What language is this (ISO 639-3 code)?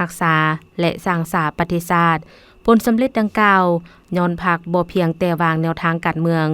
lao